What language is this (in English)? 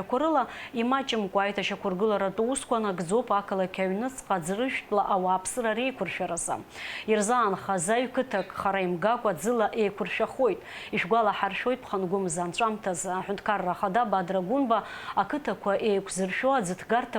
Abkhazian